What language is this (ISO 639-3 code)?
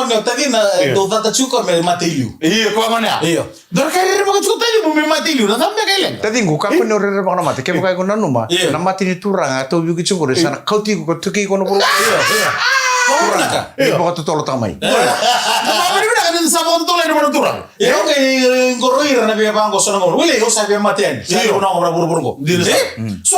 fij